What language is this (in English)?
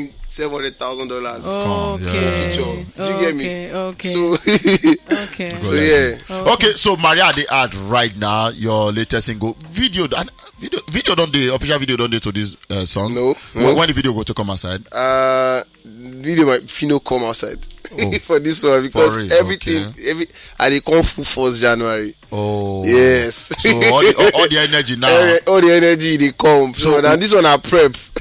Nigerian Pidgin